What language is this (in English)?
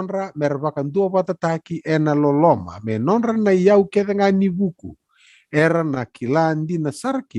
Fijian